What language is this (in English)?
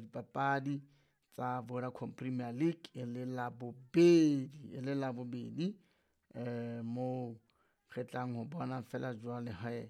Southern Sotho